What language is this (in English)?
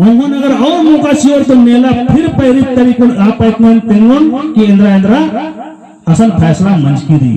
Kurukh